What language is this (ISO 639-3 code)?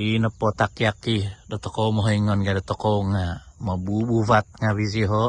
dtp